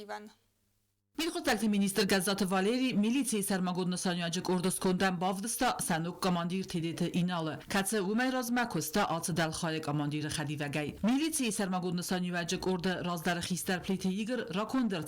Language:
Ossetic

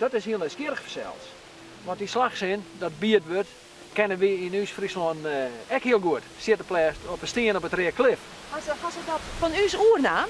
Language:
Western Frisian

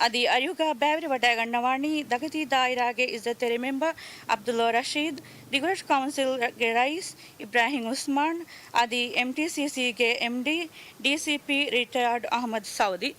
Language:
Divehi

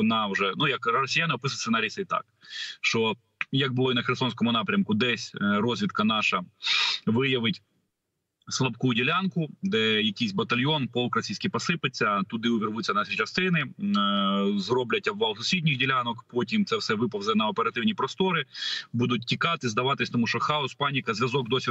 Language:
Ukrainian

